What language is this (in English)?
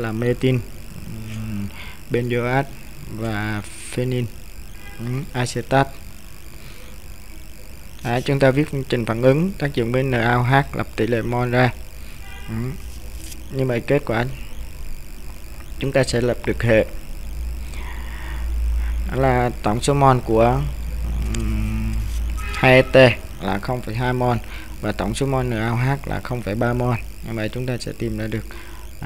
Vietnamese